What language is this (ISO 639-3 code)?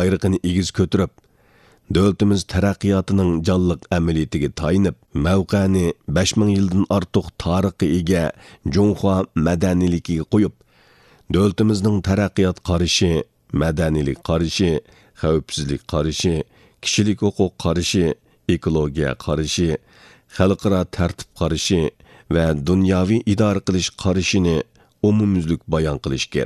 uig